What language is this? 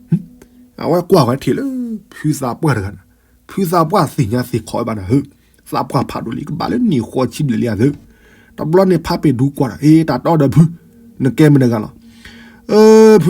S'gaw Karen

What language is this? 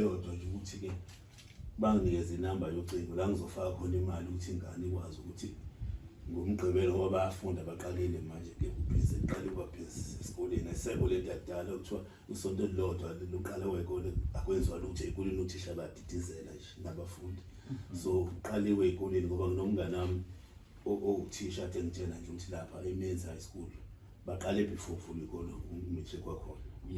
Zulu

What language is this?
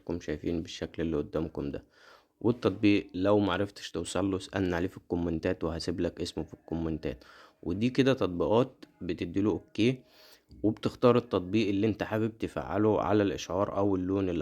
Egyptian Arabic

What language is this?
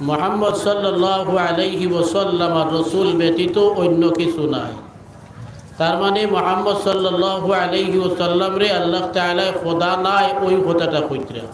Sylheti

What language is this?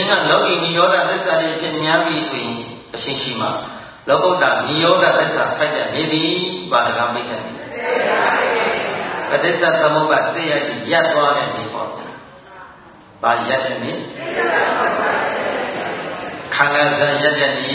Burmese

